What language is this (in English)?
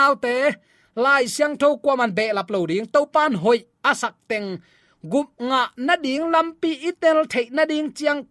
Tedim Chin